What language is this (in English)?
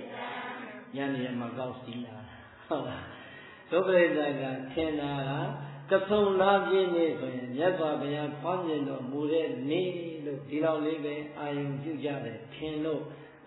Burmese